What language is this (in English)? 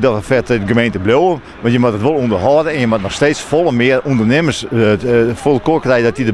Western Frisian